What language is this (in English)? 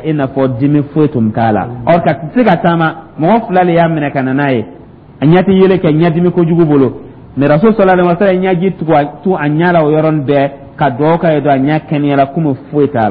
Dyula